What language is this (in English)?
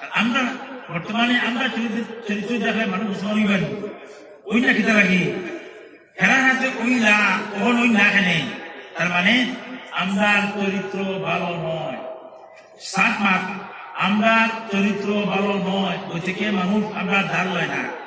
Sylheti